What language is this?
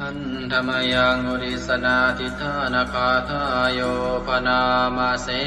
Pali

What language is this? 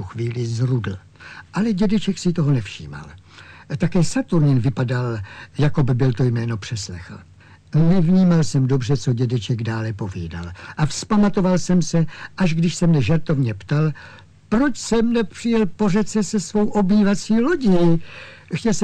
Czech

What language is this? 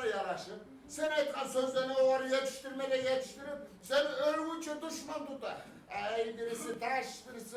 Kumyk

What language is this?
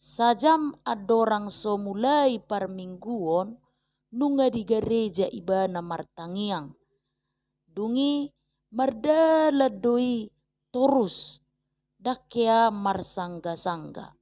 Batak Toba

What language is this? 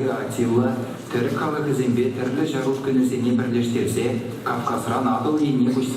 Chuvash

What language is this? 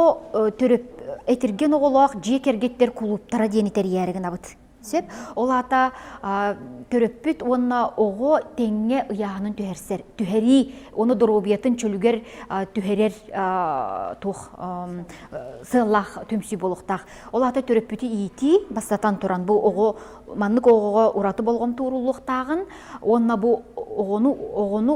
Yakut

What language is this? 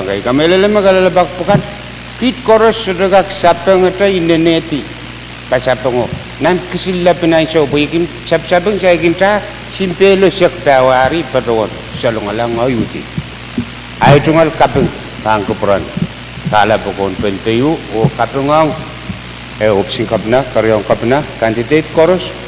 Pohnpeian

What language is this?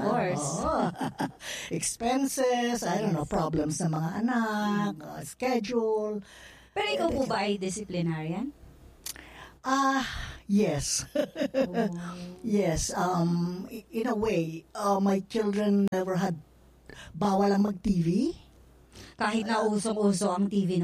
Filipino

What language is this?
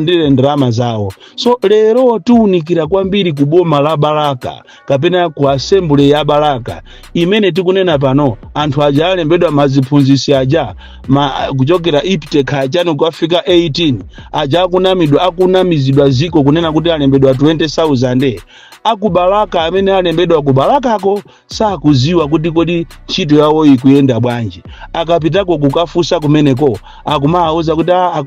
Nyanja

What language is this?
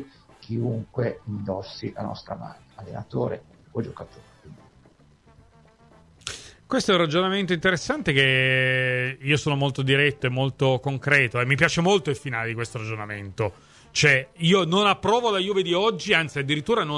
Italian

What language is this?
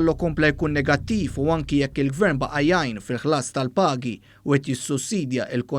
Maltese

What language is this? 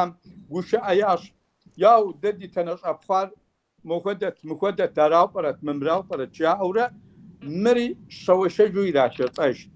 Kabardian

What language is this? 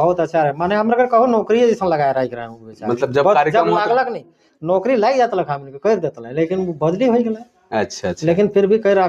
Sadri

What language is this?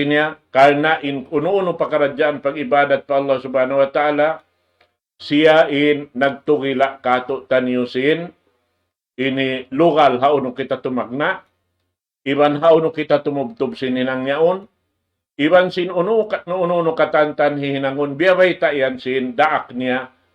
Tausug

